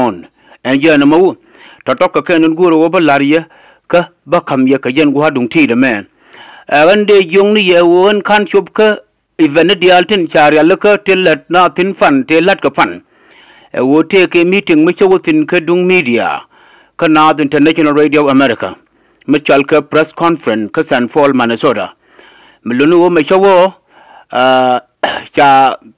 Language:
Nuer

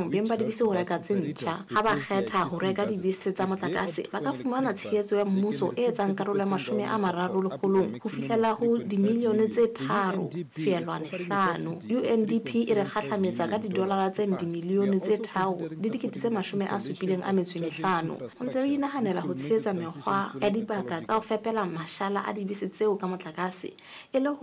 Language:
Southern Sotho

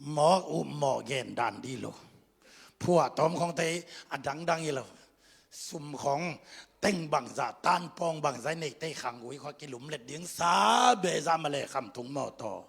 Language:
Tedim Chin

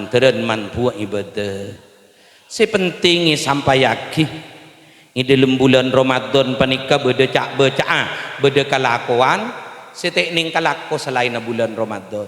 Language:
Madurese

